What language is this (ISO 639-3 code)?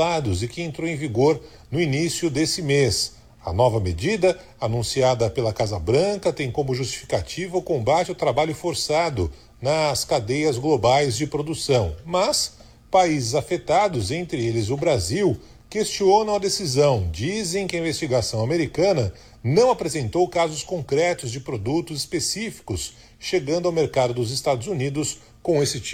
por